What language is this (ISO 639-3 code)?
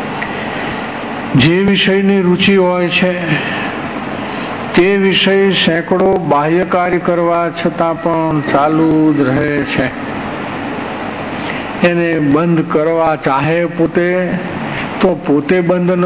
guj